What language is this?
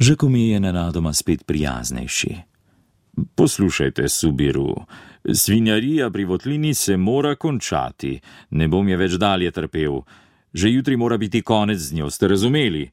Slovenian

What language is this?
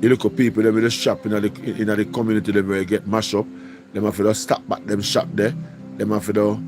Jamaican Creole English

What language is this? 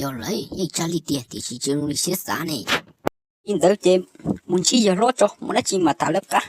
Hmong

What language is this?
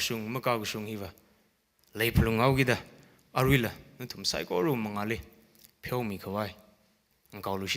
Tangkhul Naga (India)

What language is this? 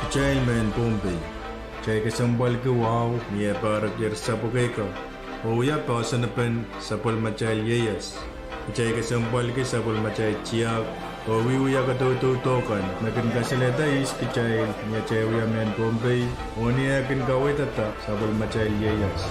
Pohnpeian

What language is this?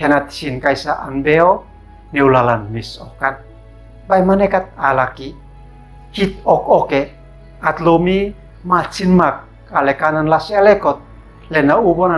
Uab Meto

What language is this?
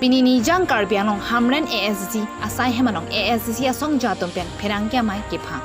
Karbi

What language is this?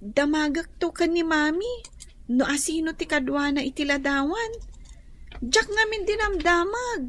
Iloko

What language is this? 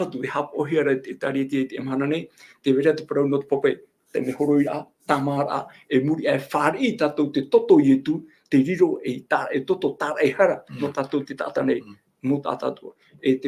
Tahitian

